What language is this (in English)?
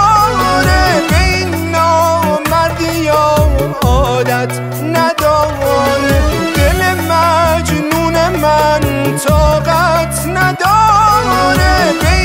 Persian